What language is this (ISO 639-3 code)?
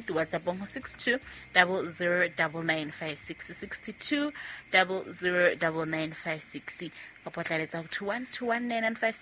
sot